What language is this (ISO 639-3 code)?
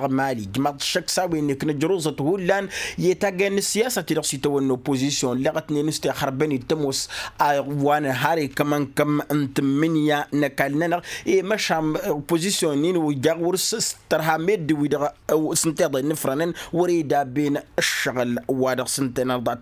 taq